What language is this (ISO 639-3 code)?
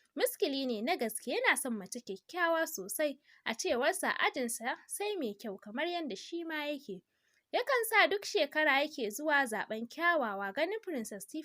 hau